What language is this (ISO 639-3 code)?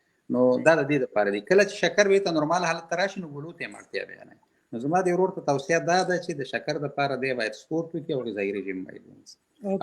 pus